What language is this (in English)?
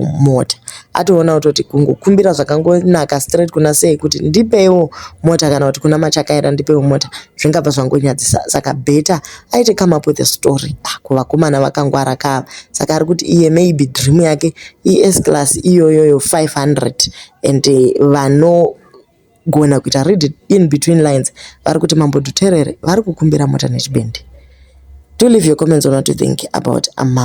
Shona